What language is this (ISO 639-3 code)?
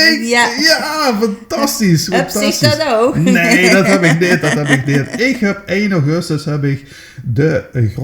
lim